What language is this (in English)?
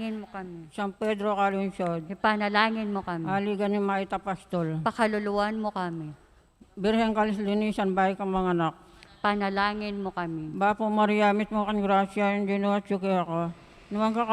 Pampanga